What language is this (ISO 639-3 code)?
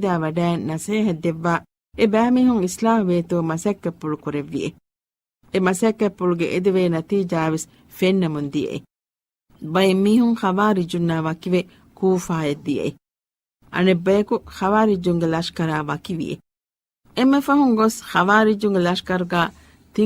div